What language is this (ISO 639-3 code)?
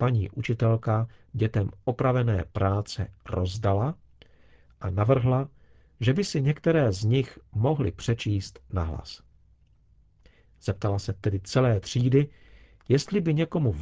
ces